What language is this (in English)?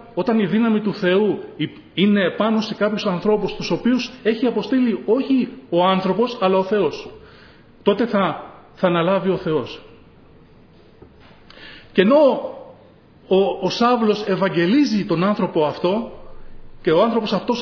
Greek